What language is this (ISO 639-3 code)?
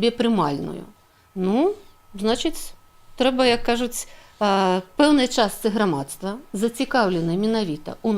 bel